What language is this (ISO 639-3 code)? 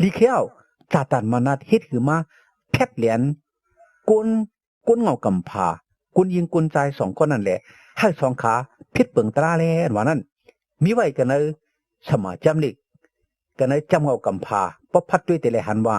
shn